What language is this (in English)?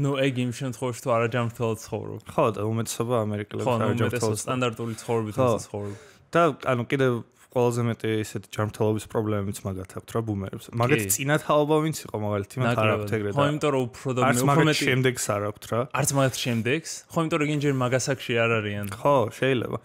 Georgian